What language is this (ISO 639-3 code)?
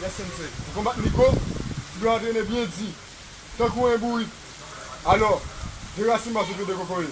hat